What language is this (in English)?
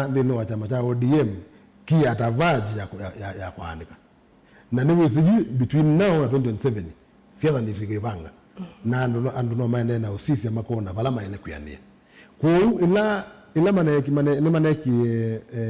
Kamba